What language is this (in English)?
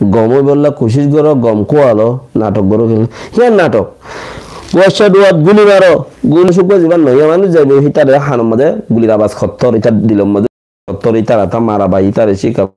Rohingya